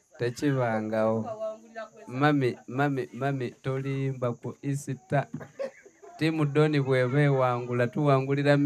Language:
Ganda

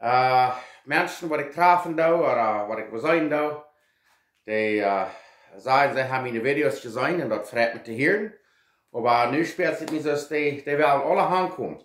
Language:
Plautdietsch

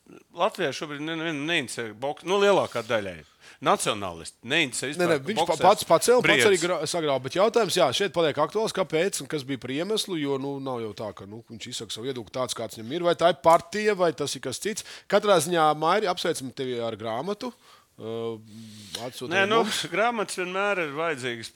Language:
Latvian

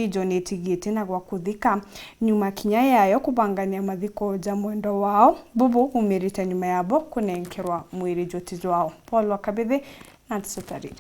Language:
Meru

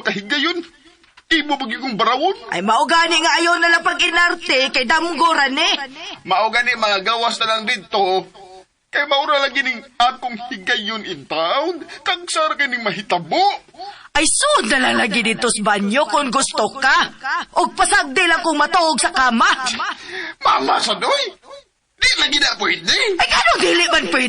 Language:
Cebuano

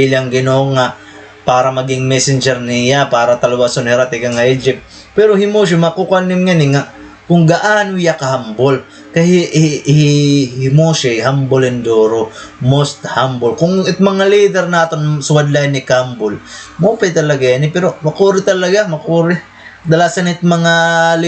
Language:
Waray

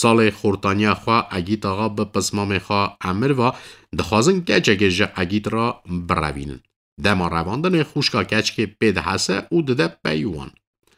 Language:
Kurdish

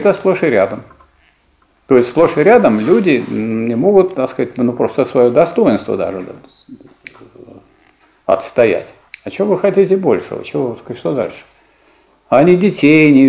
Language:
Russian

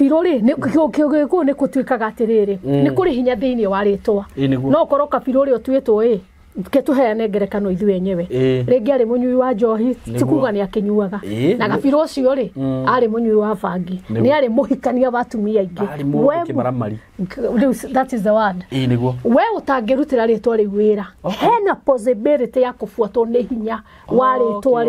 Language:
Kikuyu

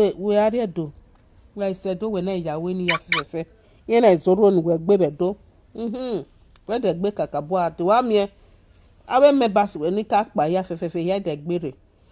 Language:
Nigerian Pidgin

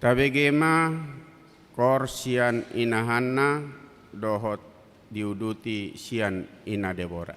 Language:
Batak Toba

